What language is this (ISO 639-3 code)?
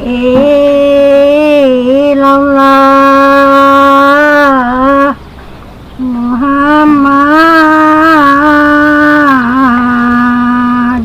mui